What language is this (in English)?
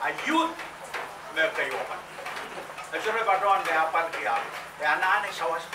Pohnpeian